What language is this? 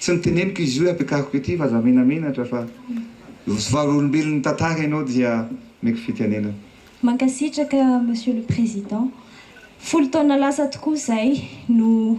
Malagasy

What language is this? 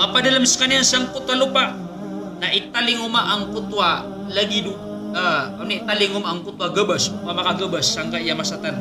Maranao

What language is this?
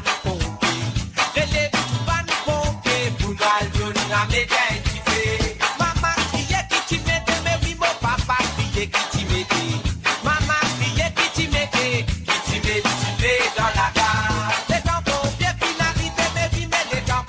Morisyen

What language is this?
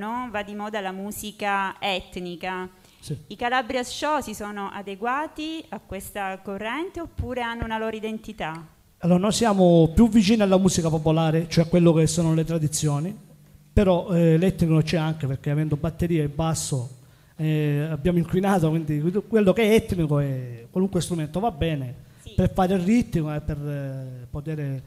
Italian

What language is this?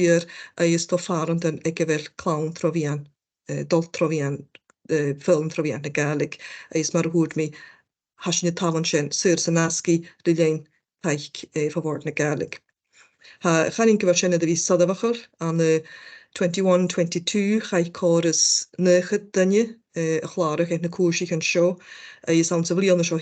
Scottish Gaelic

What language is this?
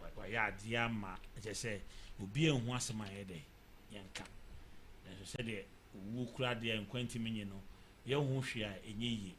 Akan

